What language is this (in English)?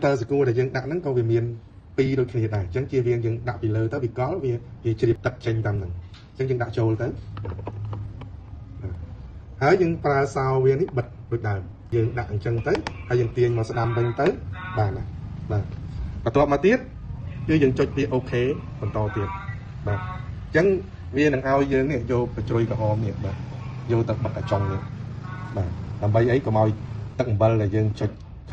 Khmer